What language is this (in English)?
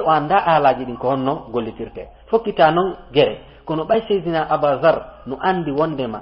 Fula